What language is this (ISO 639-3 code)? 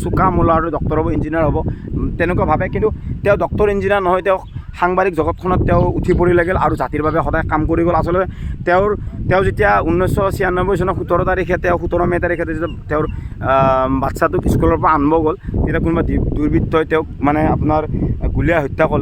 asm